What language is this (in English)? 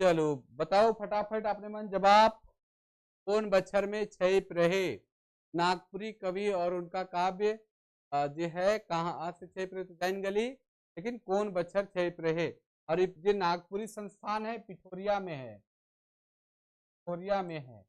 Sadri